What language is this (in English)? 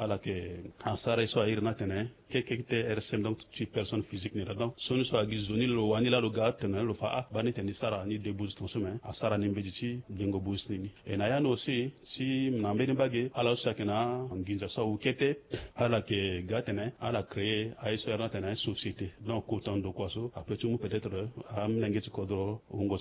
Sango